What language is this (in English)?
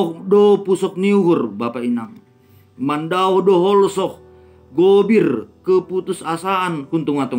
Batak Simalungun